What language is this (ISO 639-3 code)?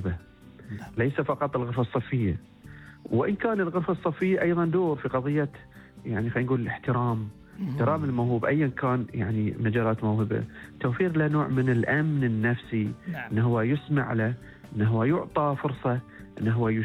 afb